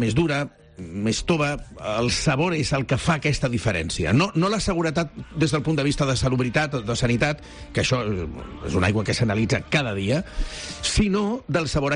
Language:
Catalan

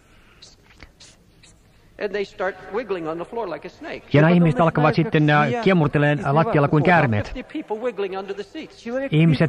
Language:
Finnish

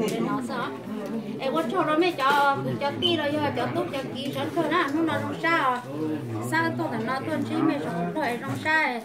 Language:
Hmong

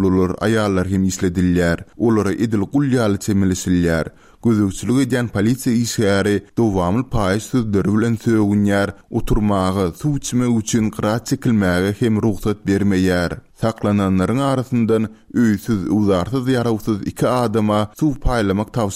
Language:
Turkmen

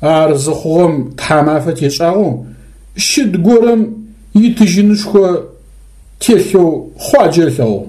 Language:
Adyghe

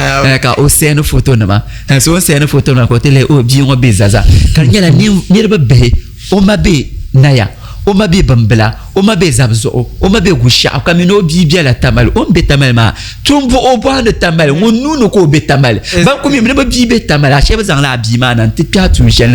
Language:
Dagbani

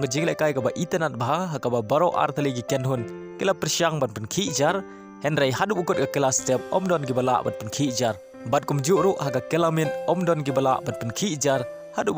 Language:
Khasi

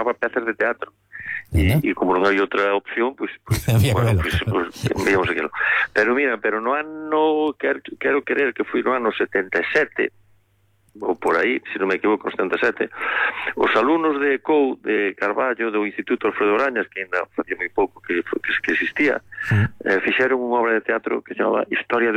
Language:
Galician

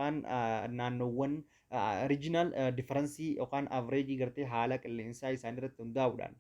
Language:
Oromo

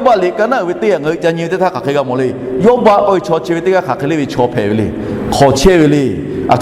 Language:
Lahu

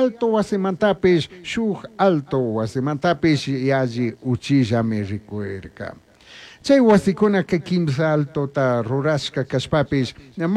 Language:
Chimborazo Highland Quichua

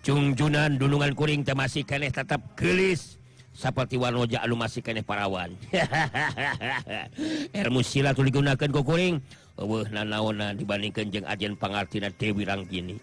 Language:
Sundanese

